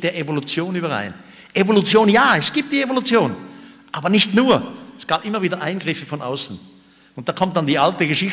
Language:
German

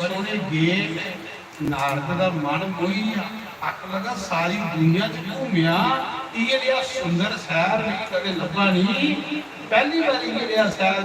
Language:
Dogri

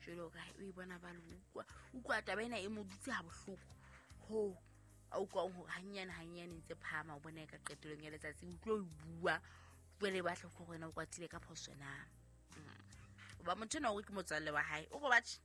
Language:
Southern Sotho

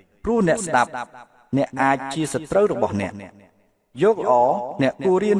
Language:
Khmer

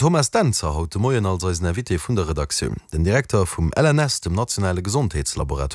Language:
Luxembourgish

